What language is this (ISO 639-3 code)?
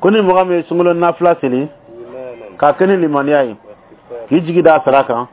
bam